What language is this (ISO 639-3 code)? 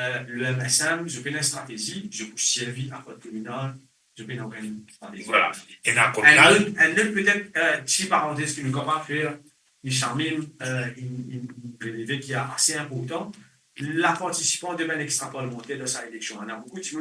mfe